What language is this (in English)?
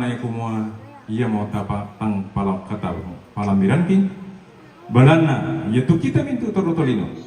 Toraja-Sa'dan